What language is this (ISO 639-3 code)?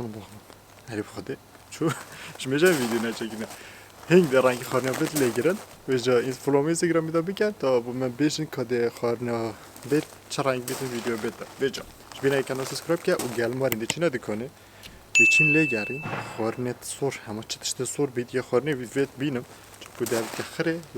kur